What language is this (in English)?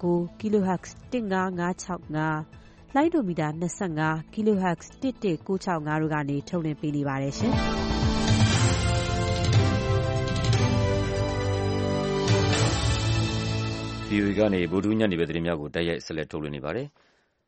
Burmese